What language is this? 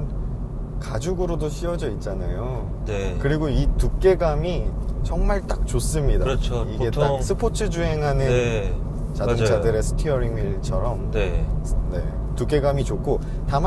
Korean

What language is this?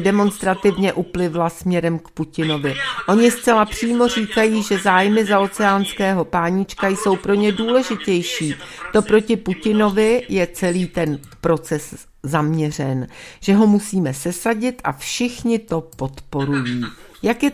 Czech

